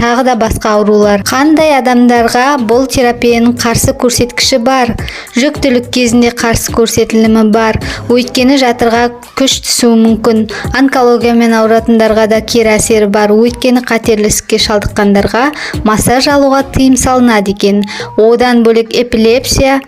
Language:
Kazakh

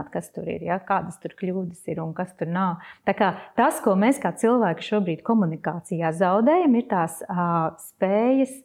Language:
Latvian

